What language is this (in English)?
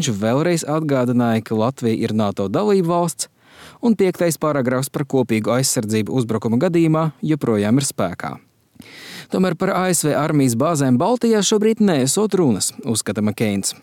Latvian